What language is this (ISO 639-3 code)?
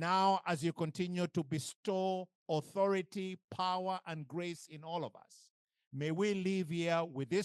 eng